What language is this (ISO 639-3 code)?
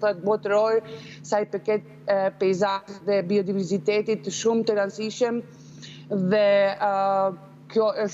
sqi